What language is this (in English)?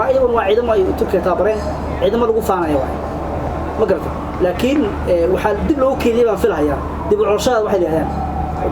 Somali